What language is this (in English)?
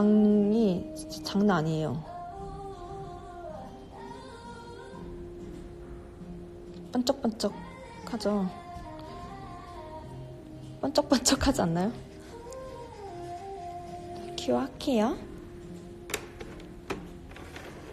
Korean